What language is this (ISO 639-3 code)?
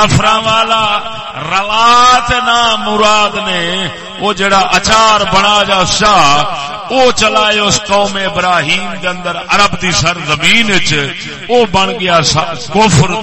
skr